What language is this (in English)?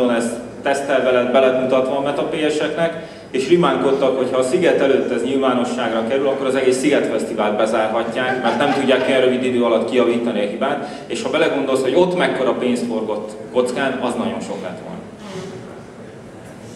Hungarian